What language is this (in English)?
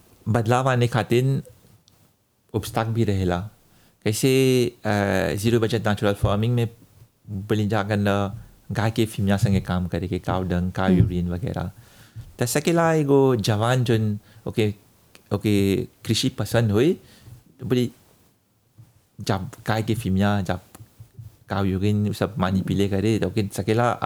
Bhojpuri